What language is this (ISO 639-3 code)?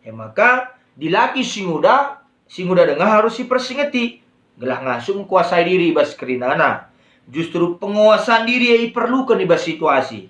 btx